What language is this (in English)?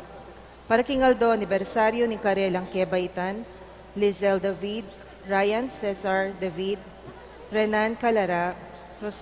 Pampanga